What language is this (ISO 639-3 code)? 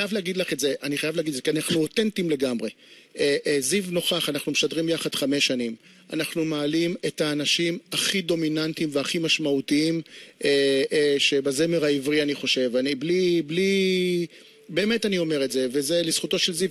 heb